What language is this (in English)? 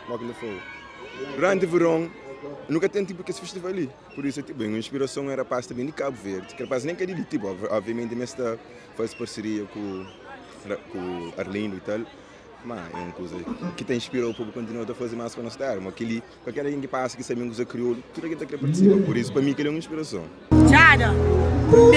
Kabuverdianu